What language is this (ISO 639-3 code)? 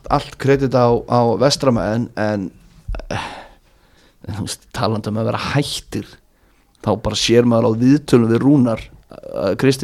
isl